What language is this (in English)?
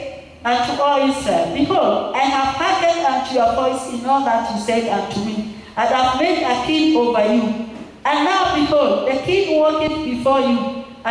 English